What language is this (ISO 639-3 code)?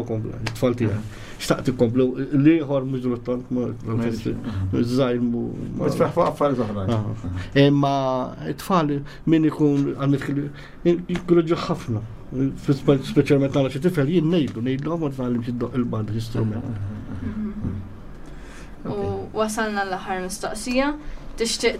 mlt